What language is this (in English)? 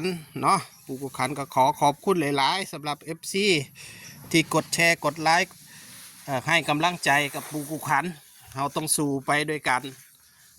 Northeastern Thai